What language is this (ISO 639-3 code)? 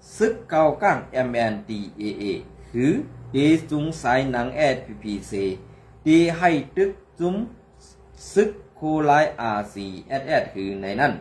shn